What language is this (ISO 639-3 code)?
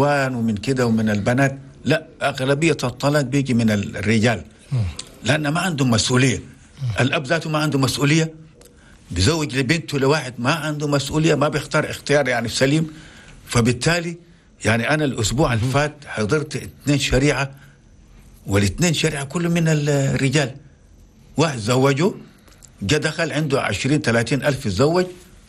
shu